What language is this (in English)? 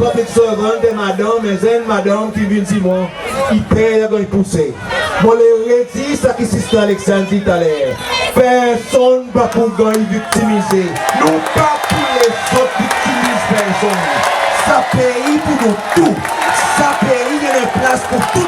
Seselwa Creole French